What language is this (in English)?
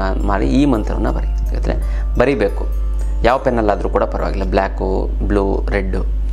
Kannada